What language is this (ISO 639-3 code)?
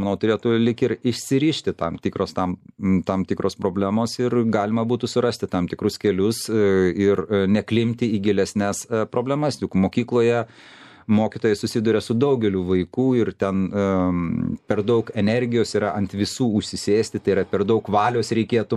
lit